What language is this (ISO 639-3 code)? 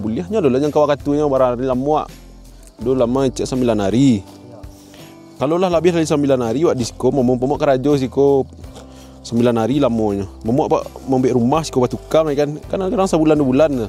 min